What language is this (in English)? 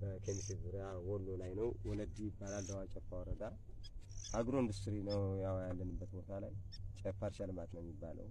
Amharic